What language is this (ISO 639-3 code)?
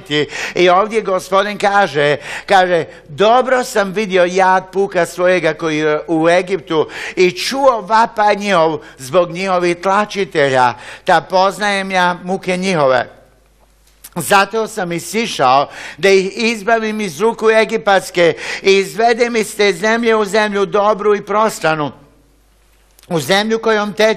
hrv